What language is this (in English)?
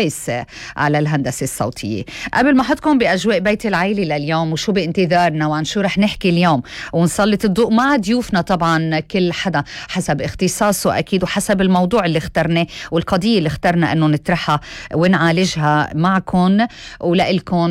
North Levantine Arabic